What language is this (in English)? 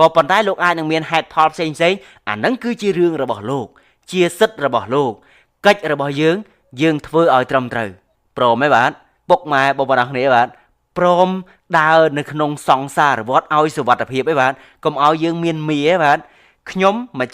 Khmer